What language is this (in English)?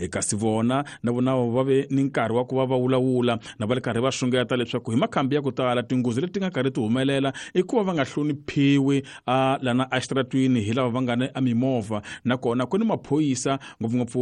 Tsonga